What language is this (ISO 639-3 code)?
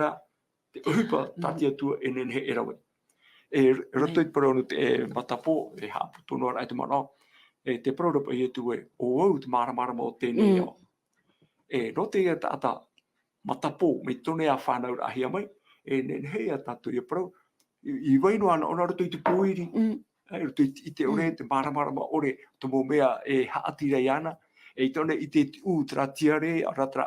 tah